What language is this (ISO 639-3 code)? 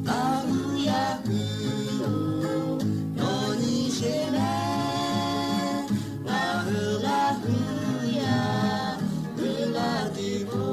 lhu